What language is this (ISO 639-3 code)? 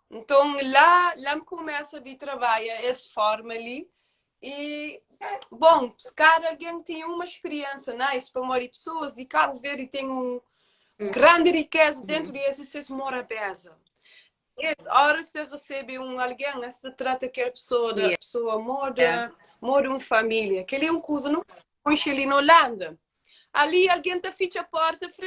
kea